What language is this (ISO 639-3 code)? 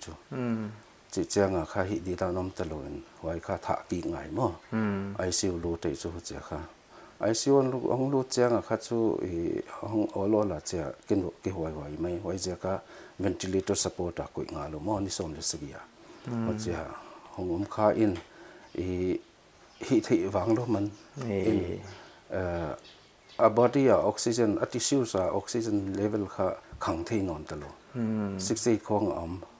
pck